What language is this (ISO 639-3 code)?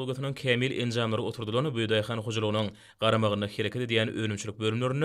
tuk